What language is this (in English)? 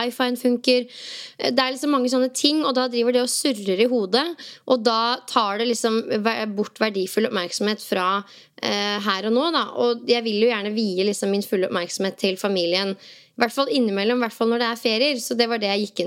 Norwegian